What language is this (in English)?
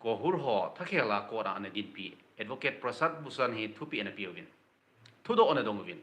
Thado Chin